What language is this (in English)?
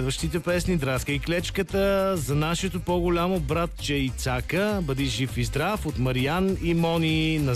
Bulgarian